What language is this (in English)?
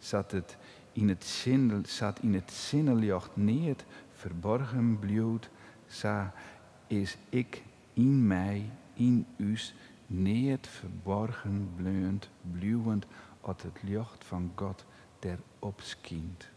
Western Frisian